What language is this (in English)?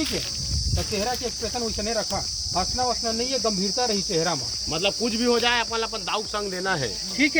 Chhattisgarhi